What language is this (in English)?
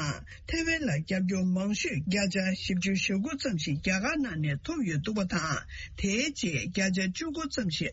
Tibetan